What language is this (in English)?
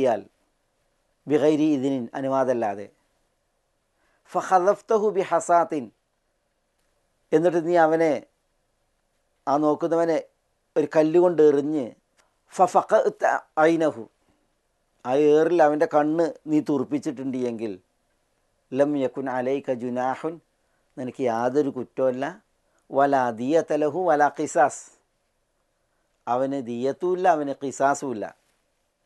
Malayalam